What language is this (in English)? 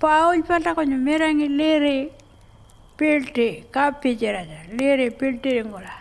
Pitjantjatjara